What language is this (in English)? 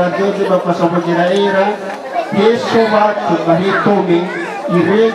Nias